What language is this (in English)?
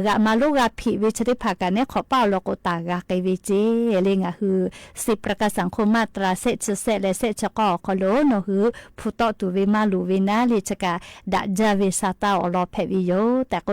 Lahu